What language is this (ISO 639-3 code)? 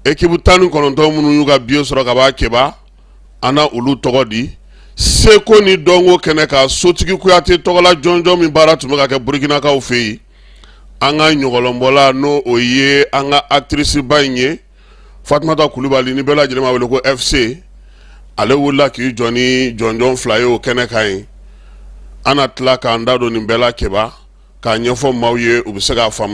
bam